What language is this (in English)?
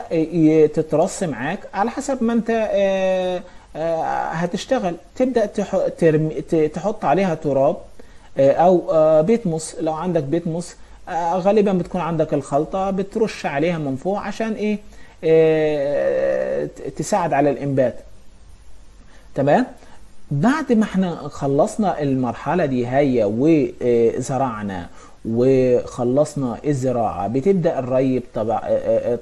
Egyptian Arabic